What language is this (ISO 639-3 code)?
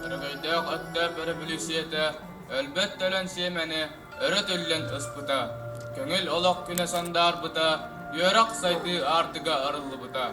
sah